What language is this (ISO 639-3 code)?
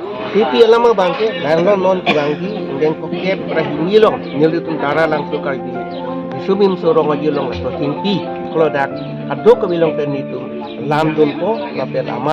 mjw